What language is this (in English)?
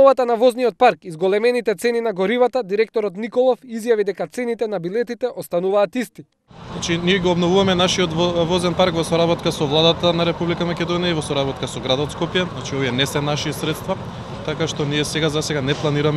Macedonian